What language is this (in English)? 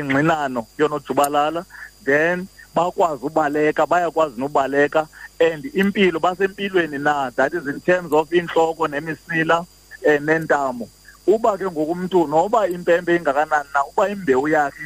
Xhosa